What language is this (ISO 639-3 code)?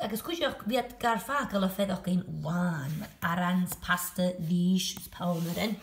gla